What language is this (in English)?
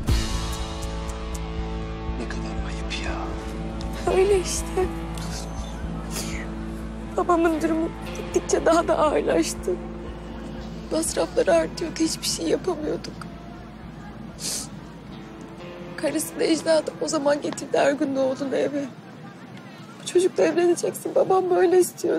Turkish